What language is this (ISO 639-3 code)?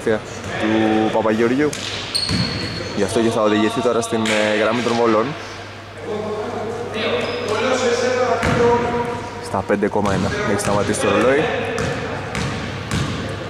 ell